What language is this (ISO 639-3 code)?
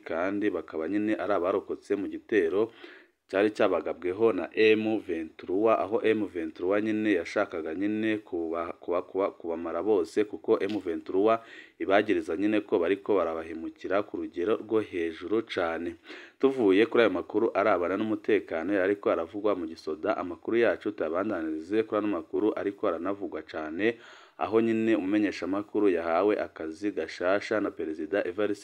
run